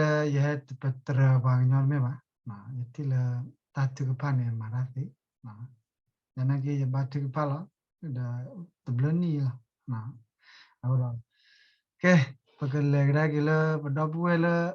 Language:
S'gaw Karen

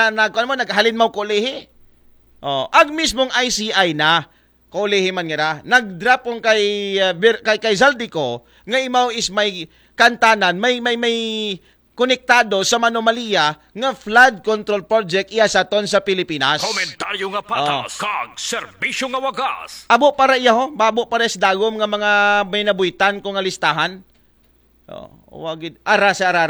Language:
Aklanon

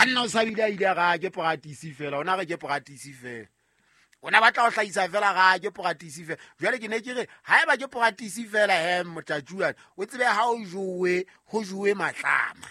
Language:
Southern Sotho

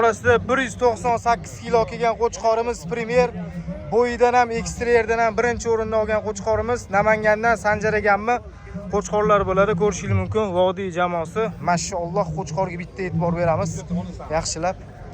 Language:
Uzbek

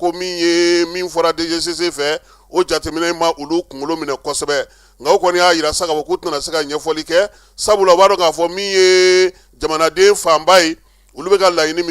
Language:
Bambara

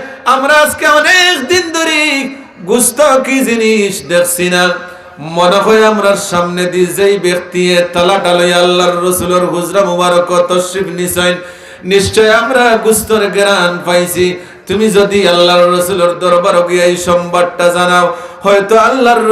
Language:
Sylheti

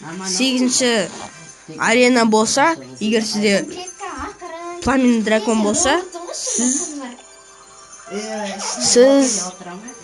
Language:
Kazakh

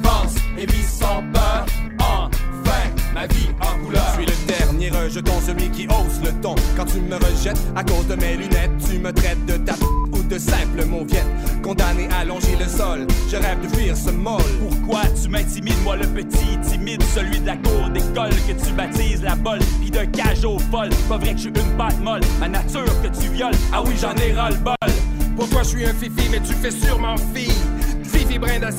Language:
French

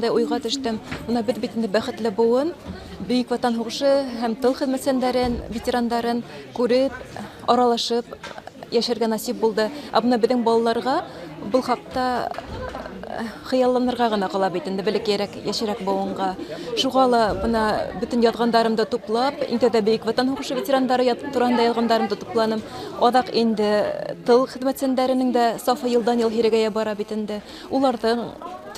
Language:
Bashkir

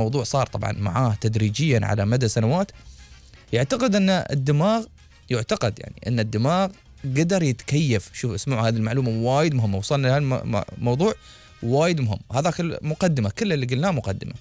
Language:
Gulf Arabic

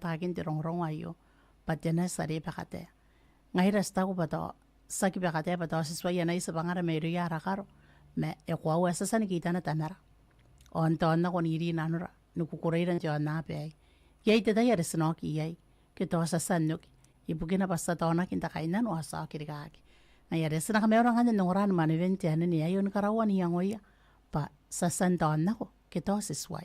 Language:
Gilbertese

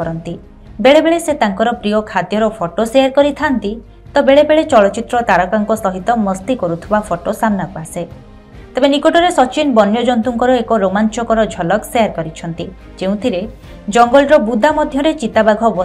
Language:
Odia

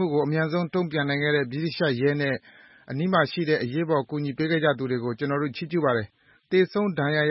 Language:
Burmese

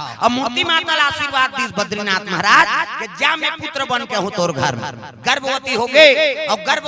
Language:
Chhattisgarhi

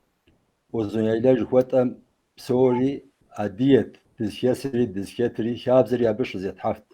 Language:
Kabardian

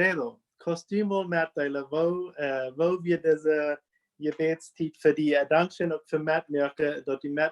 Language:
Plautdietsch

